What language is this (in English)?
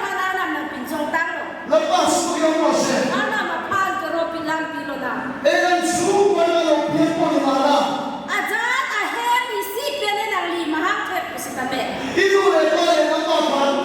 Karbi